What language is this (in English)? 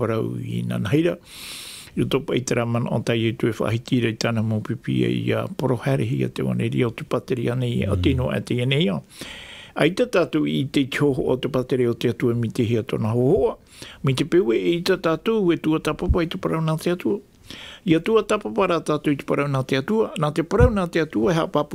Tahitian